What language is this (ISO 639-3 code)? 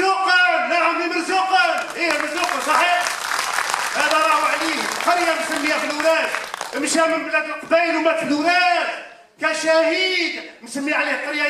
arq